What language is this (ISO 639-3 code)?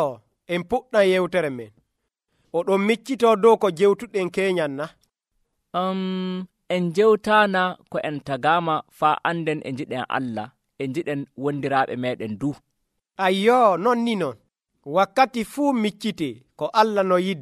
fuv